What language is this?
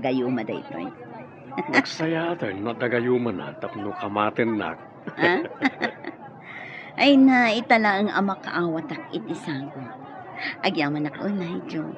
Iloko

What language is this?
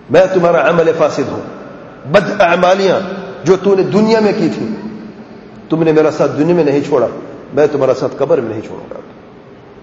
Urdu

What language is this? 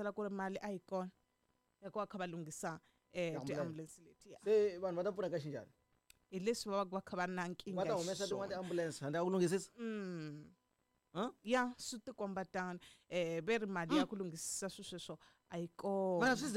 Tsonga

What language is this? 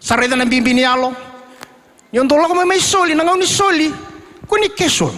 Fijian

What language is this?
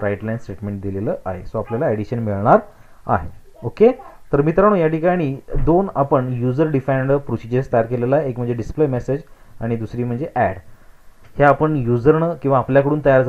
Marathi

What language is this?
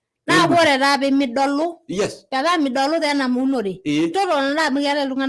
Masai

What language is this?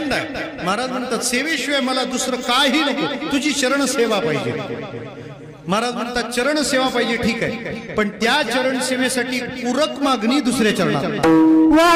Marathi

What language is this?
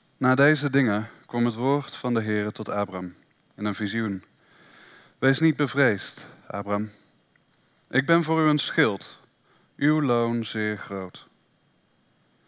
Dutch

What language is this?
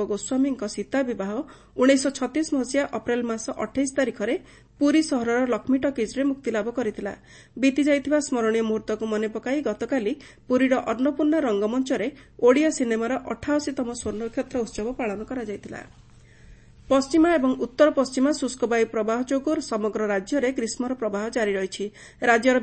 Odia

